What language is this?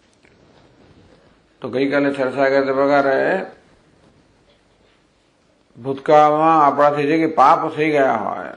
Gujarati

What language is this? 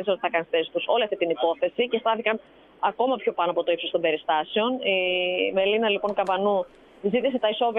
Greek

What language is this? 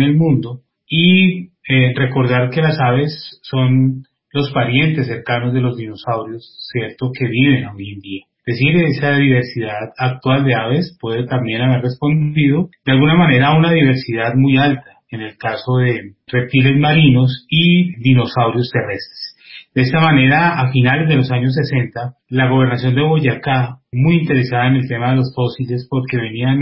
Spanish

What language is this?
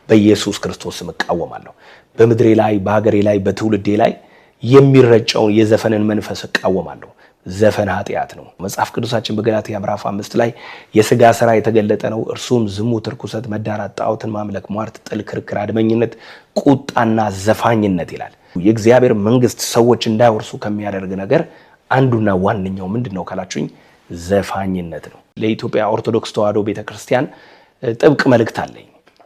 Amharic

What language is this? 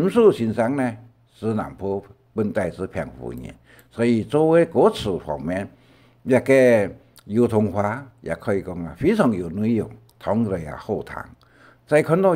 Hakka Chinese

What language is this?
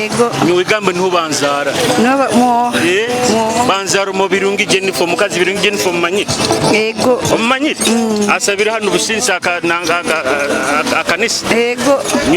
Nyoro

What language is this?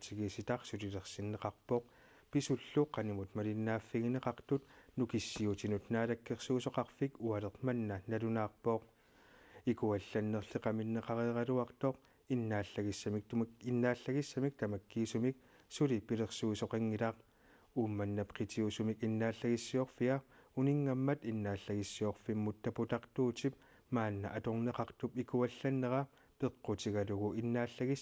Kalaallisut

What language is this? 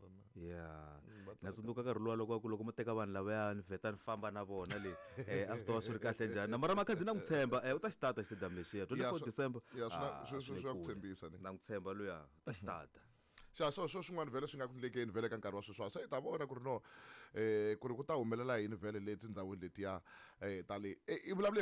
Tsonga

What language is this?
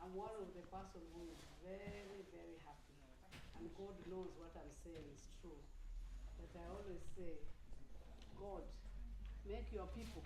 Acoli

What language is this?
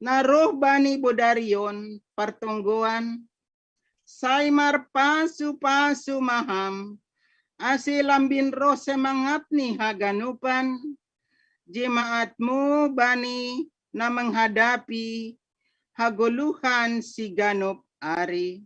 Batak Simalungun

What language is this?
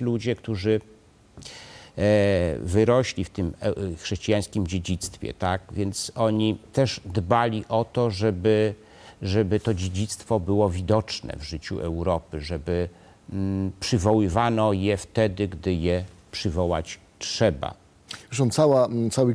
Polish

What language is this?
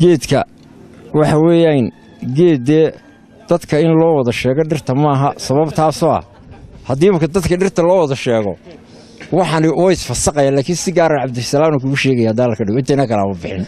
Somali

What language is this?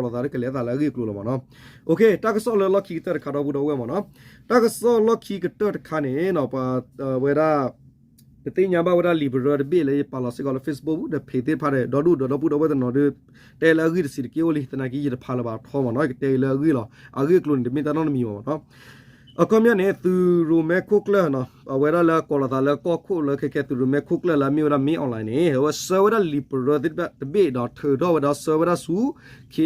S'gaw Karen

